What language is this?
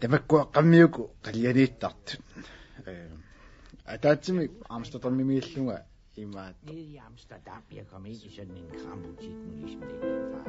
Kalaallisut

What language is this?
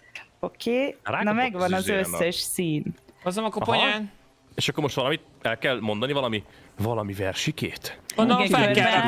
Hungarian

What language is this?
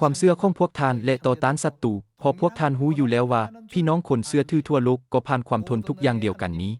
Lao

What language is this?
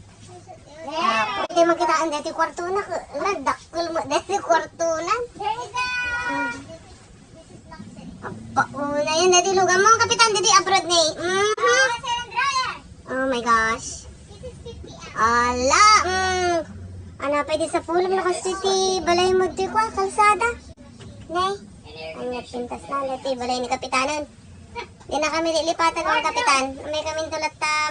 Iloko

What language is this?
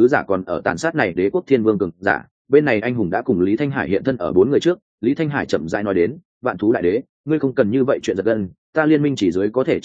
Vietnamese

